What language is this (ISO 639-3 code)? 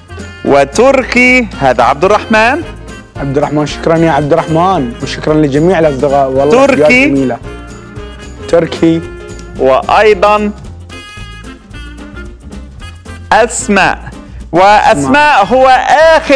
ara